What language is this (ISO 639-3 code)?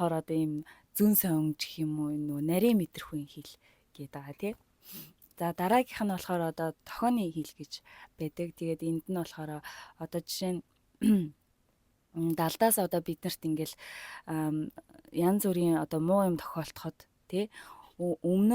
mon